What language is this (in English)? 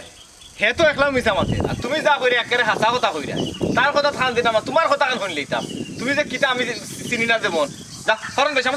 Sylheti